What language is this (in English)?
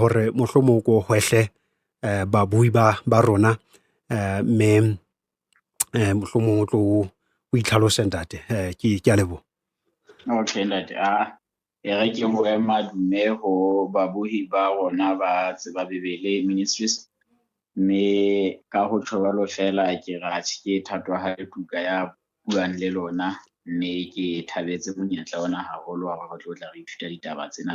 Southern Sotho